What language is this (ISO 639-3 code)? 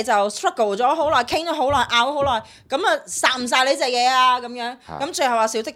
yue